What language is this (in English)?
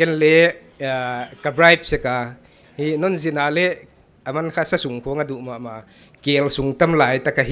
Paite Chin